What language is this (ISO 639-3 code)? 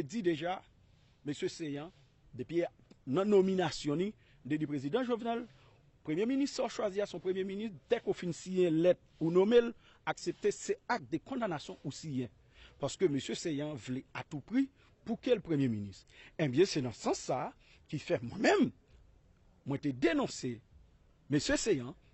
hat